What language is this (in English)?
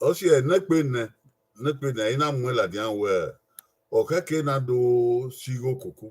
Bini